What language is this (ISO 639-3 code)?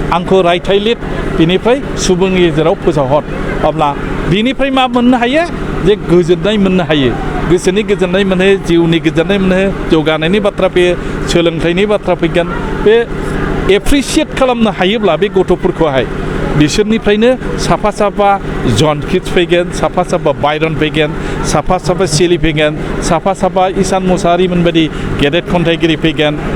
brx